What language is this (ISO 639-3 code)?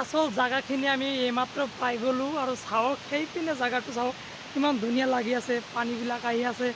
asm